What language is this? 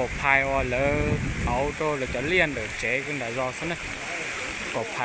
Hmong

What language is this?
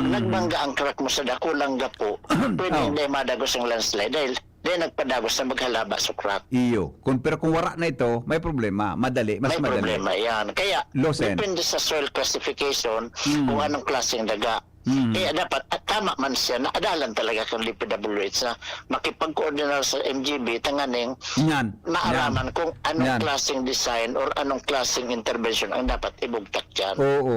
Bikol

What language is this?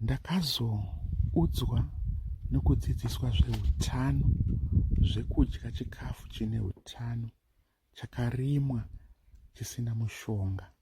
Shona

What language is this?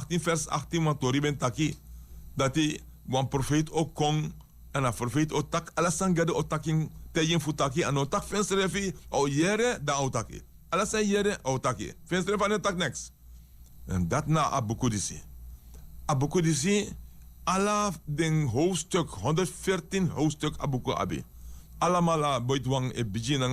Sranan Tongo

